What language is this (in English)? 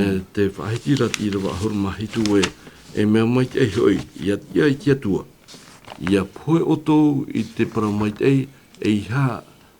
Tahitian